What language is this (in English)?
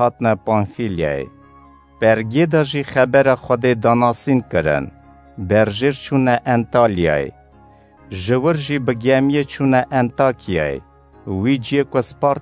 Kurdish